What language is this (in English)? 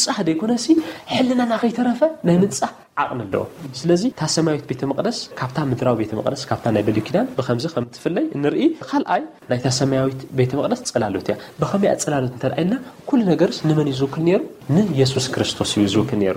Tigrinya